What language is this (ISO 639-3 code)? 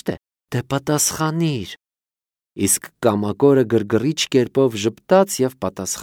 hye